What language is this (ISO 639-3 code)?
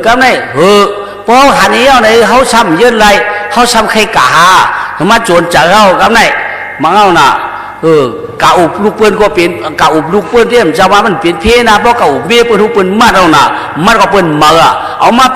shn